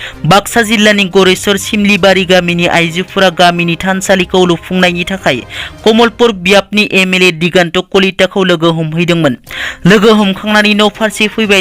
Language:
Bodo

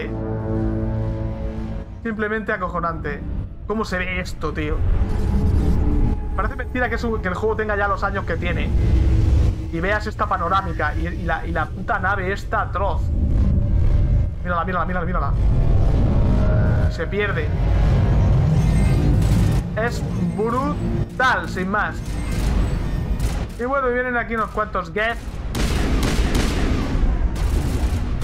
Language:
Spanish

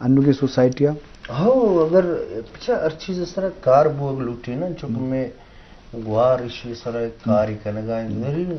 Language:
Eastern Balochi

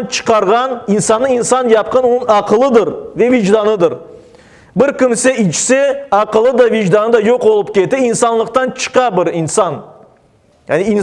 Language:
Crimean Tatar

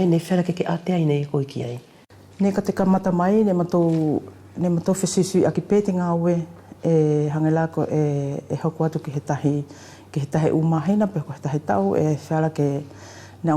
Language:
Wallisian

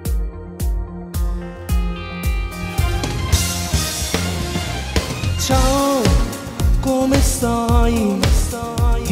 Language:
Italian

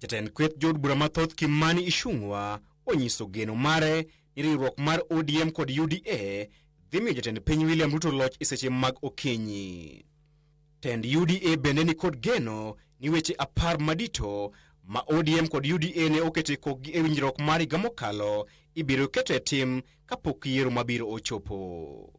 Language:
Luo (Kenya and Tanzania)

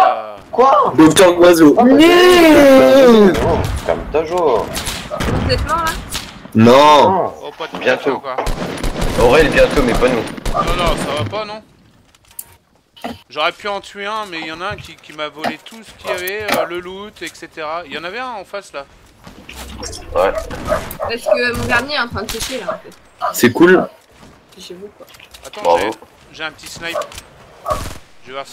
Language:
French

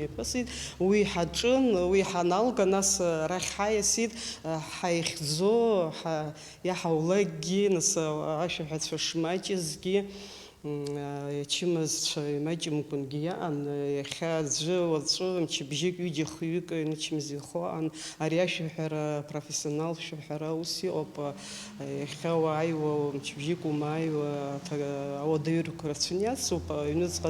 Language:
Abkhazian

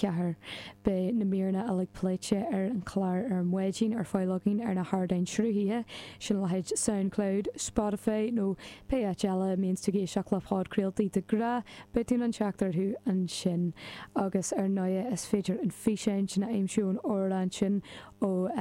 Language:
Irish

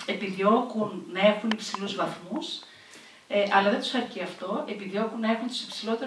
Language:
Greek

